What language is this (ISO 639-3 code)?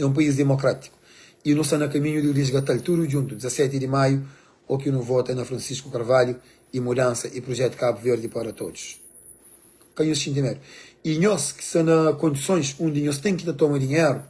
kea